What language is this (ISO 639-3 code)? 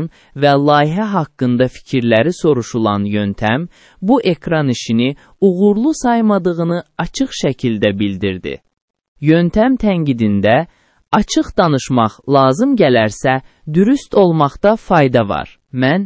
aze